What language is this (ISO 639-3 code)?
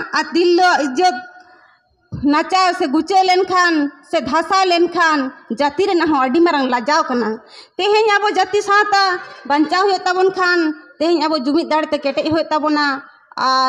sat